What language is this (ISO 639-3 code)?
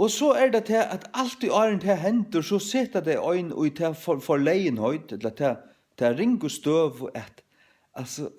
fao